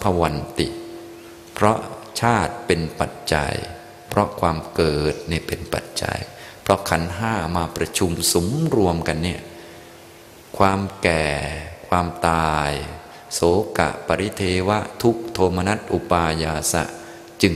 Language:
Thai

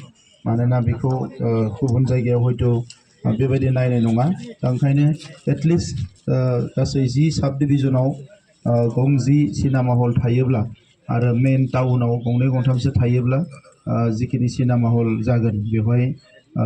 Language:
Bodo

